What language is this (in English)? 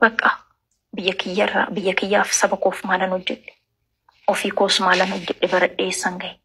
Oromo